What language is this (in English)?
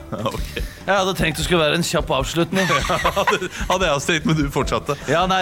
Norwegian